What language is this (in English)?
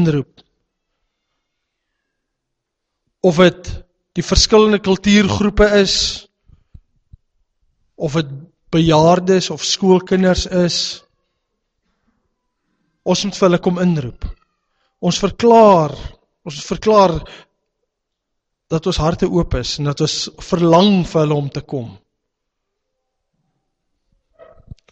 Afrikaans